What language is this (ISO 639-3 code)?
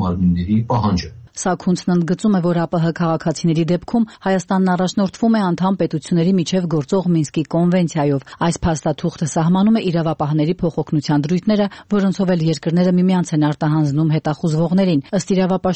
hye